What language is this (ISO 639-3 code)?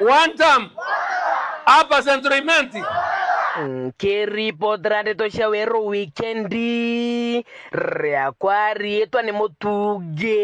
mer